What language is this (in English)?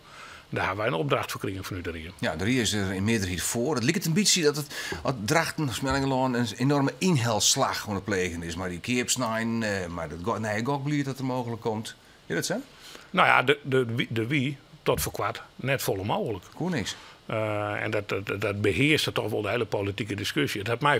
Western Frisian